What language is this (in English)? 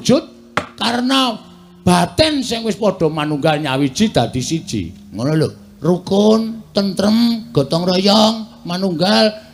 Javanese